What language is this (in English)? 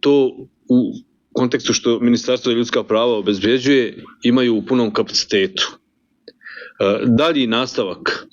Bosnian